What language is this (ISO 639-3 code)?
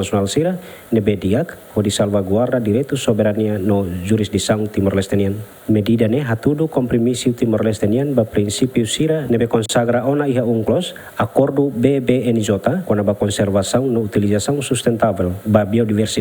tet